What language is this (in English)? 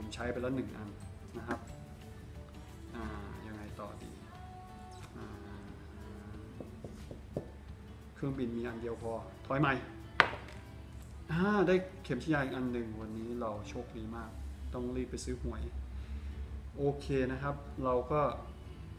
Thai